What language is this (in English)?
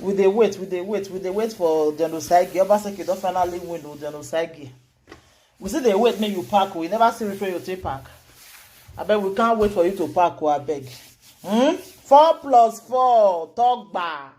Nigerian Pidgin